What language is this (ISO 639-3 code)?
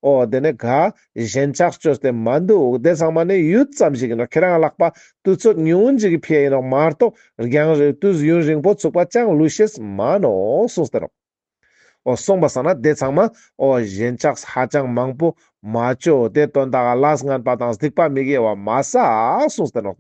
lbj